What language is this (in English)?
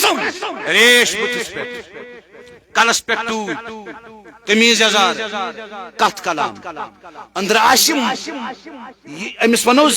Kashmiri